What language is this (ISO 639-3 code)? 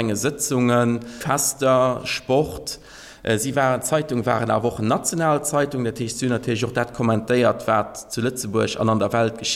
ltz